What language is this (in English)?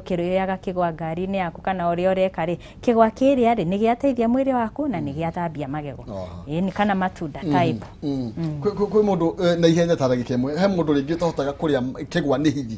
Kikuyu